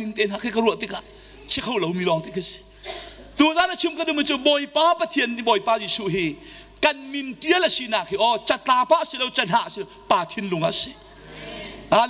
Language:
Hakha Chin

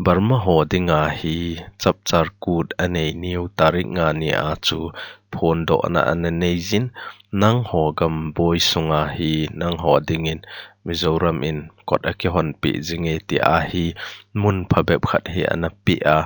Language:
Thado Chin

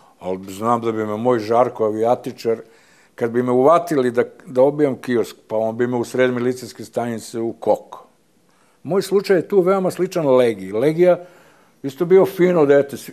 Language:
Serbian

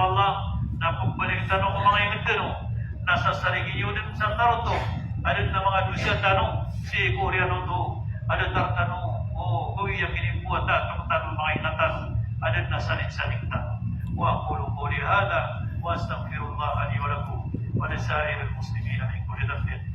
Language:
Maranao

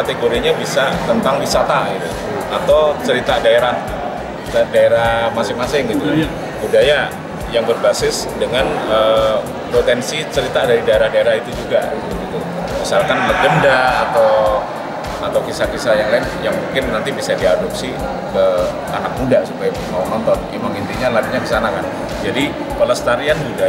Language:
Indonesian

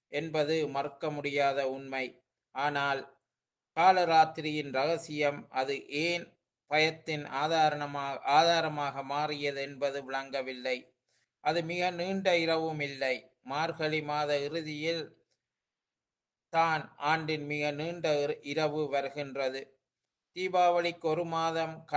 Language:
Tamil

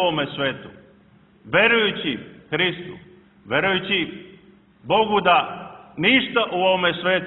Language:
Serbian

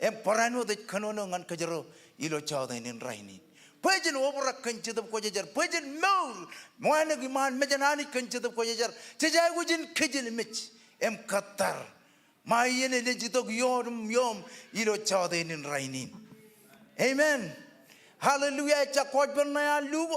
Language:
Marshallese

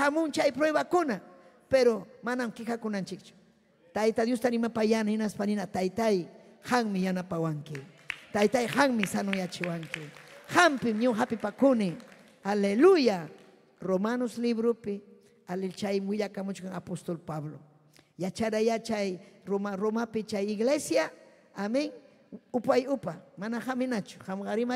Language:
Ayacucho Quechua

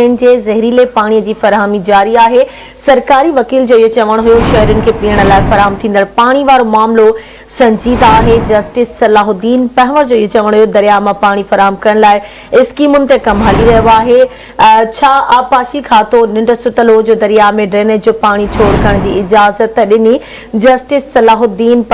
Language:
Sindhi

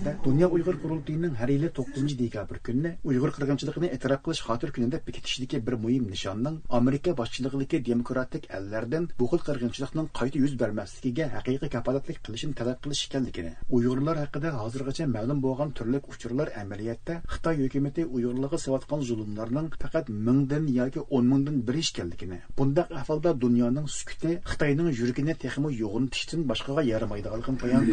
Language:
Uyghur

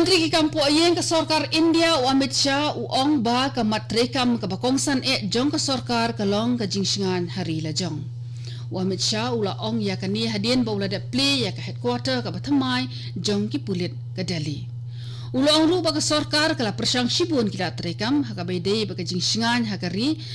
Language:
Khasi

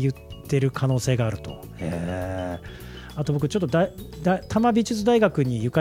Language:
Japanese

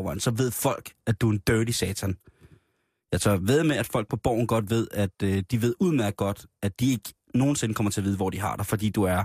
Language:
Danish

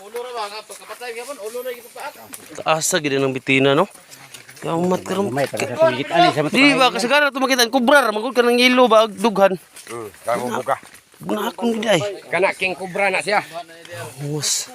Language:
Cebuano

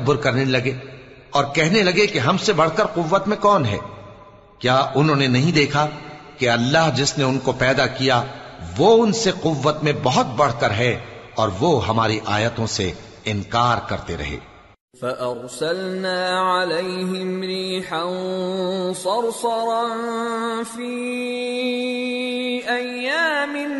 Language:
Urdu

